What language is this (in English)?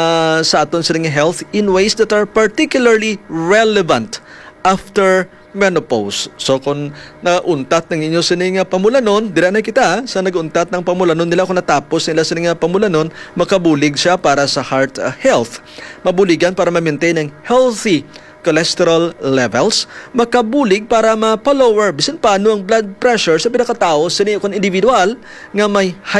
Hiligaynon